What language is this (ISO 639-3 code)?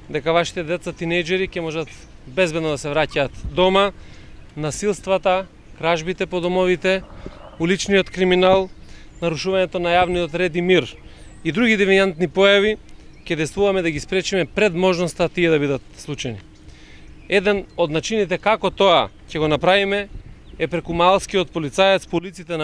mkd